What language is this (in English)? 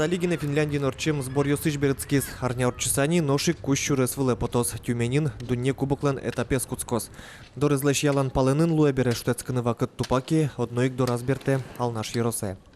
Udmurt